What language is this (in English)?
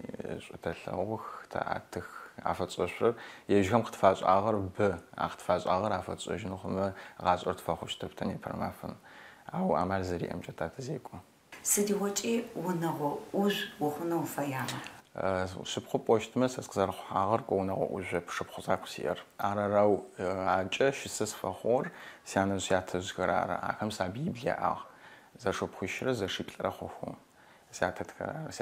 Adyghe